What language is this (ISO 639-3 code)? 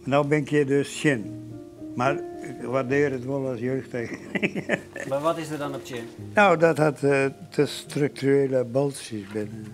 fry